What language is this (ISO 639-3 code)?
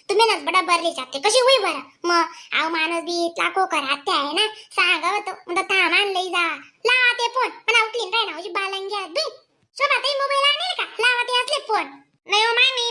khn